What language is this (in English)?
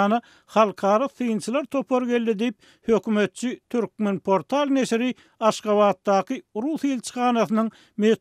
Turkmen